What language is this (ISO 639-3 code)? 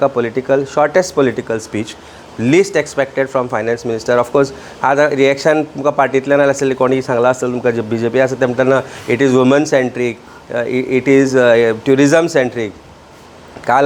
kok